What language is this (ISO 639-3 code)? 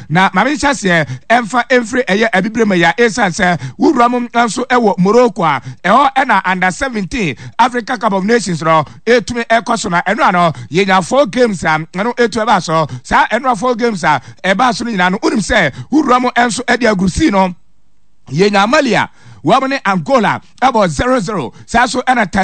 aka